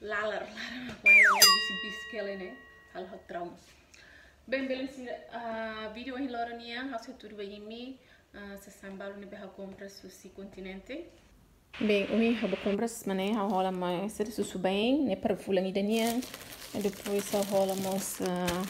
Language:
Tetum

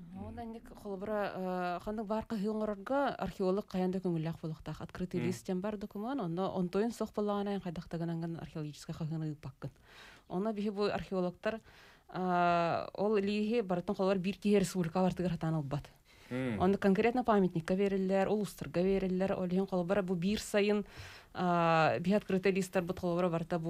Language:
Yakut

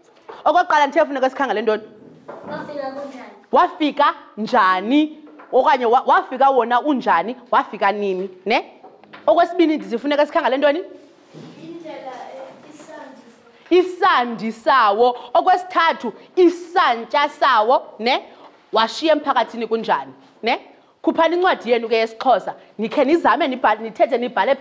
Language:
Xhosa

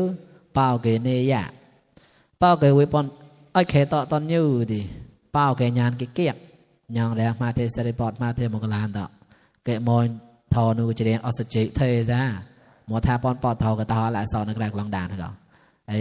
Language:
Mon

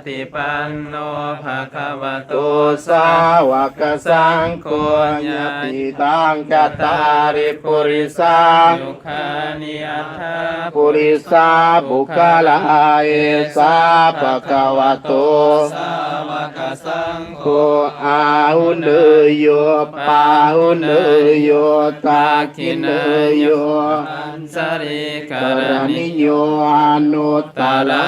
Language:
Pali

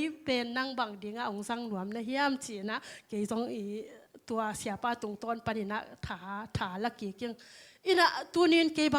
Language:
Tedim Chin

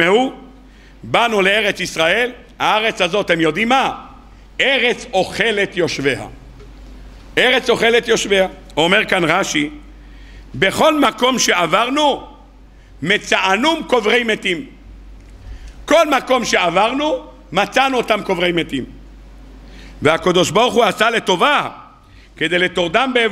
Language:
Hebrew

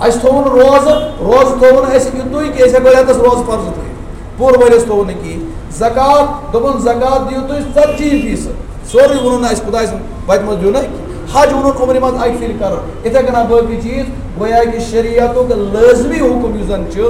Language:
Kashmiri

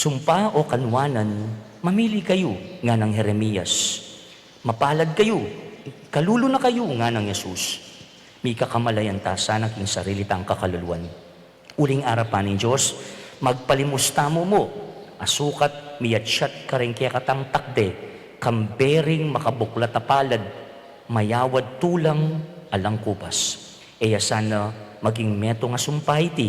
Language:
Pampanga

